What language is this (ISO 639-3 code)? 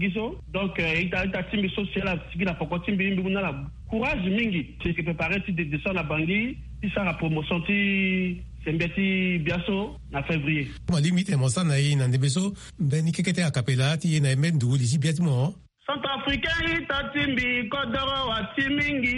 sag